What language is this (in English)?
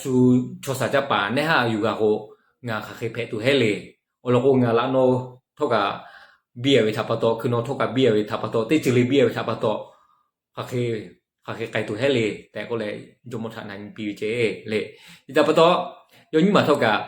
Lahu